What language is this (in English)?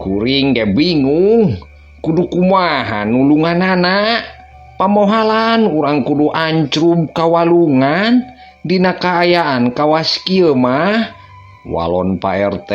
Sundanese